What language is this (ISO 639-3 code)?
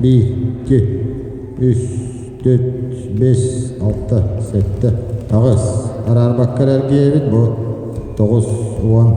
sah